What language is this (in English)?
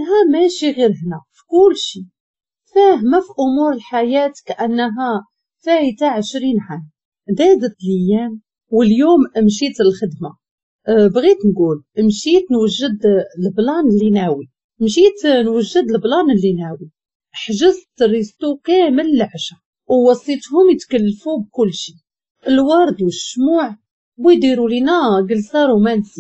Moroccan Arabic